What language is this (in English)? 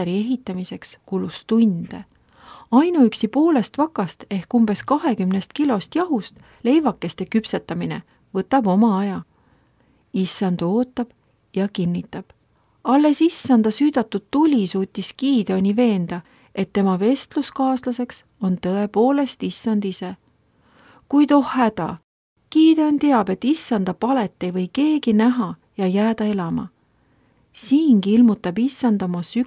Estonian